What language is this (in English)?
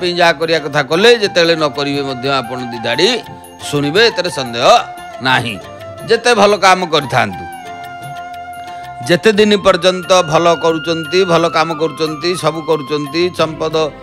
Odia